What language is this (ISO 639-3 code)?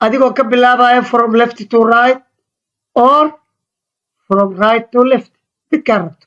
som